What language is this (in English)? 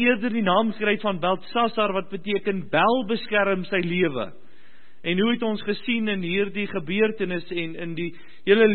Afrikaans